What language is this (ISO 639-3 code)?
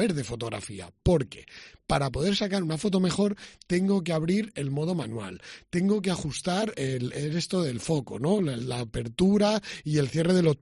spa